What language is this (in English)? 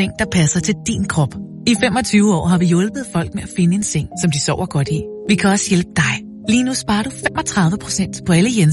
Danish